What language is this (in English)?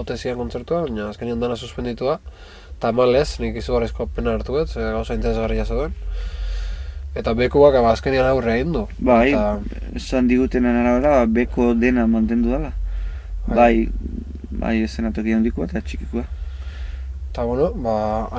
Basque